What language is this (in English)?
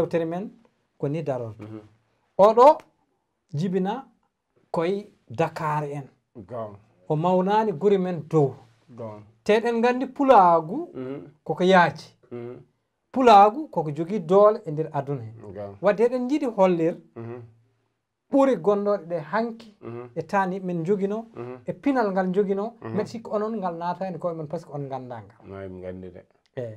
Fula